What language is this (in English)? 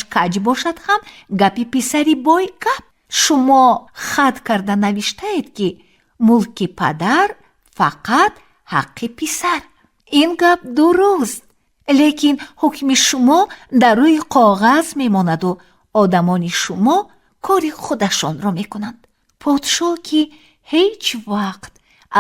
Tajik